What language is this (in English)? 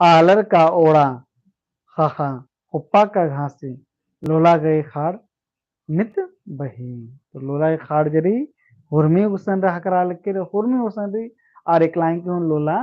Kurukh